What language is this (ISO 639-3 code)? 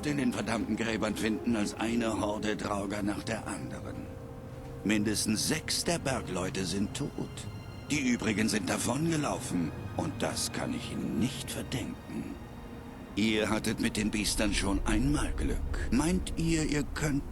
bar